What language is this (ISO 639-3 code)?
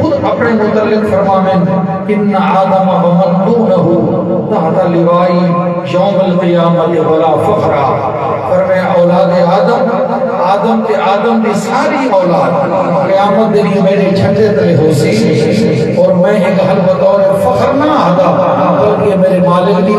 skr